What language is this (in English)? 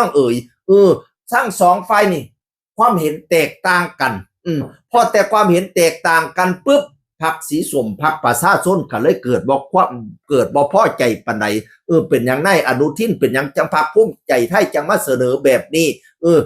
Northeastern Thai